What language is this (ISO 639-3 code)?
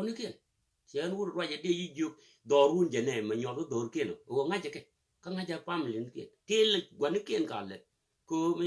nus